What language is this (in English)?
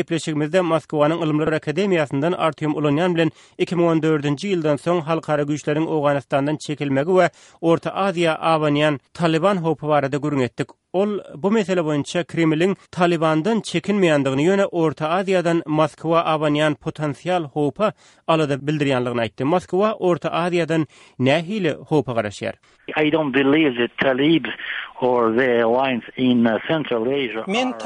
Turkmen